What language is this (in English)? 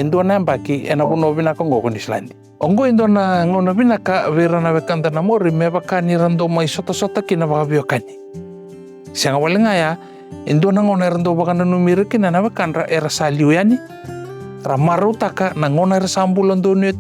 Fijian